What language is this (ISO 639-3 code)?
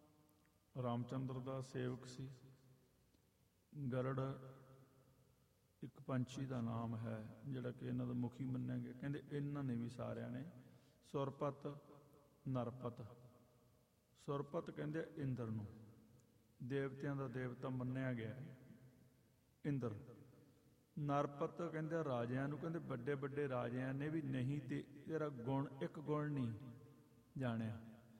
pan